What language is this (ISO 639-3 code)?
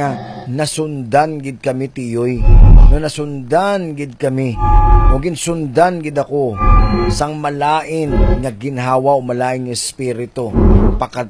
hil